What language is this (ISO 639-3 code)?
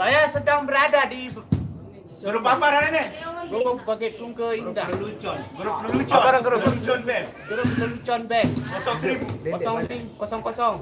sas